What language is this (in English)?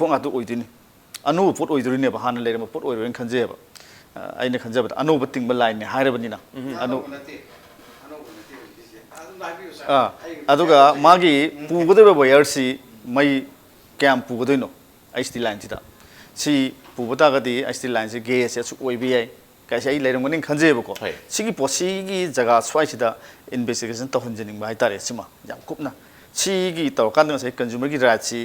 Manipuri